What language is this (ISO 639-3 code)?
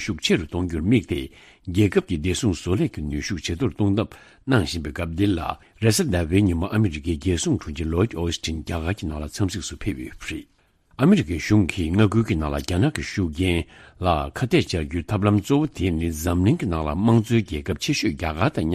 bod